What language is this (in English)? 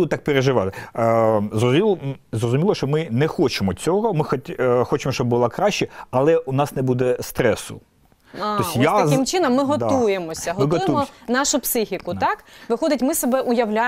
Ukrainian